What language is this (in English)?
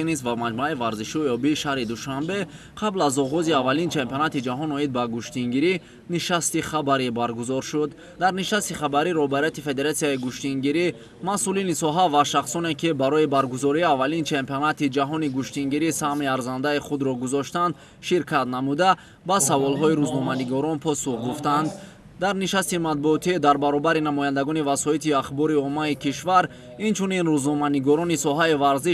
Tajik